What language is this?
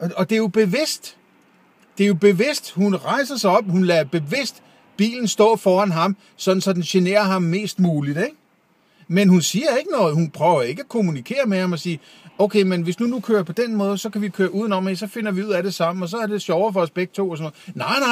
Danish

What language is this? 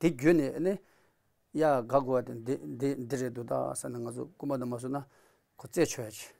Tibetan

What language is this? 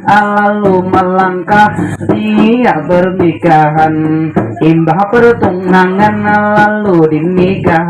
Banjar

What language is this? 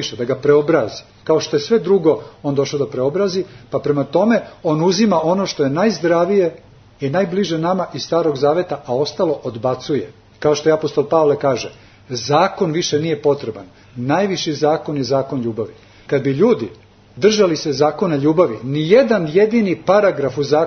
Serbian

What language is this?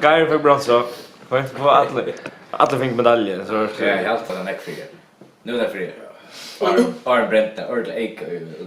Faroese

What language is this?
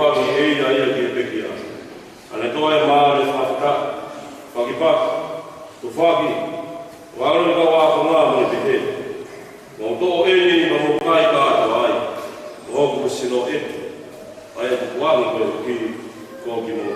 Tongan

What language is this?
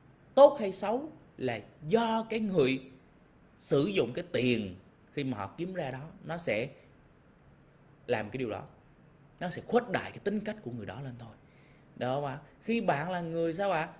Vietnamese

